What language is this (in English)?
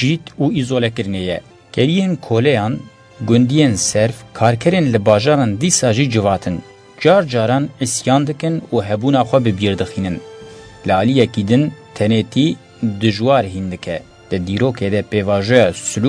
Kurdish